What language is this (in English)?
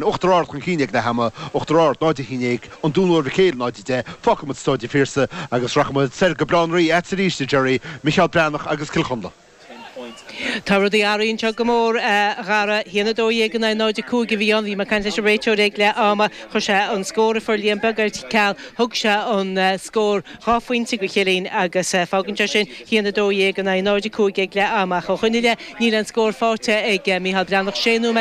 Irish